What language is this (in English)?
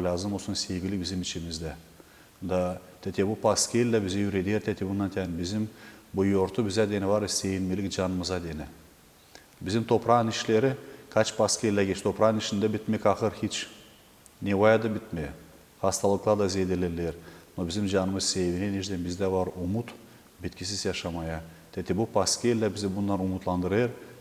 Gagauz